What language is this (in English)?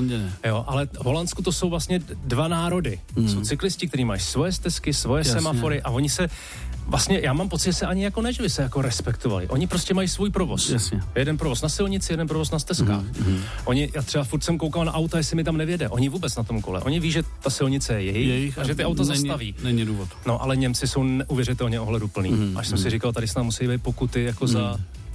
Czech